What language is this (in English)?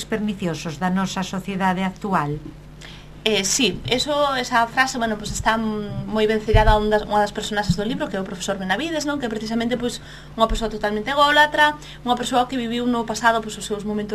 Galician